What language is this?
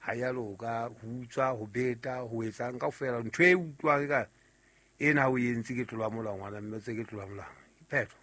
Southern Sotho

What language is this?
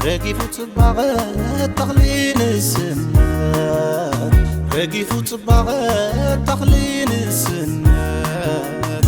Tigrinya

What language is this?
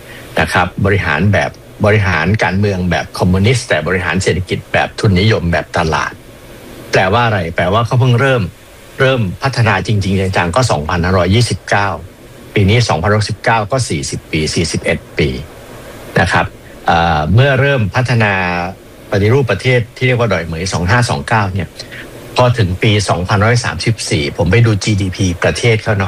Thai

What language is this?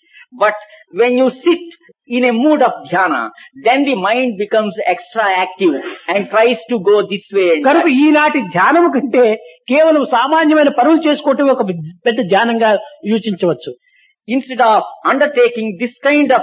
Telugu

